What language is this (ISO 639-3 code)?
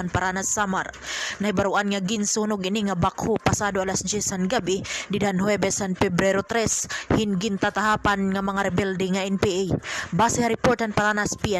war